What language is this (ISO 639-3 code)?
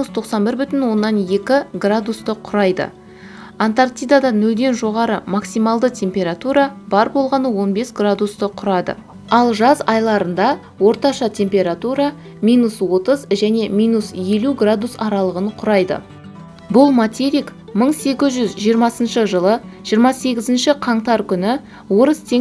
kaz